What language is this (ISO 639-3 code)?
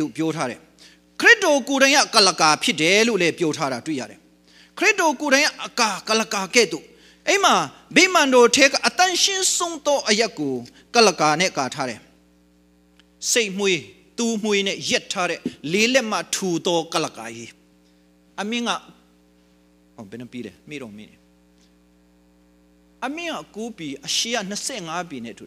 mya